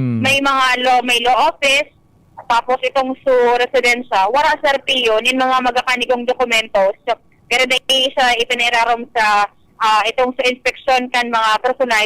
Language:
Bikol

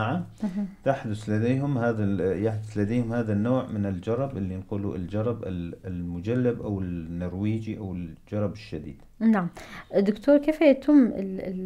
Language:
North Levantine Arabic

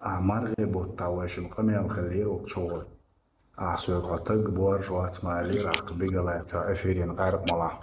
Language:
Chechen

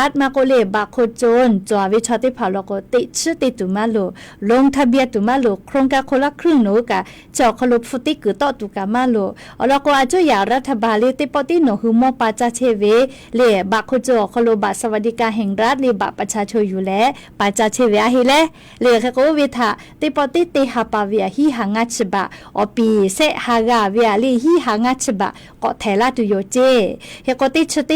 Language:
Lahu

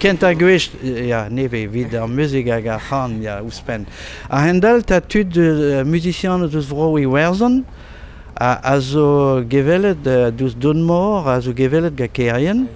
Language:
Breton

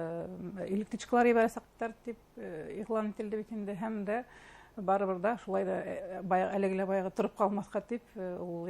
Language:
Bashkir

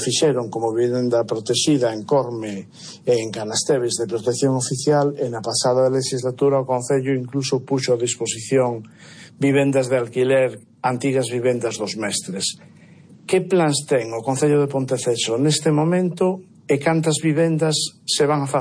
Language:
Galician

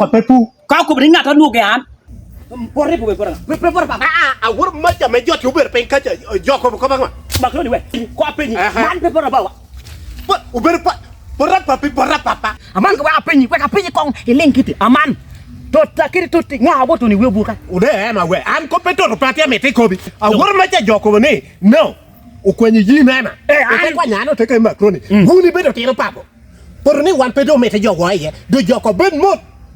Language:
Lango (Uganda)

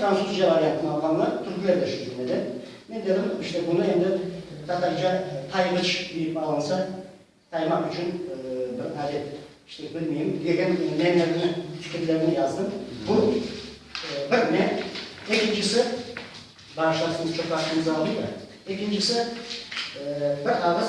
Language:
Crimean Tatar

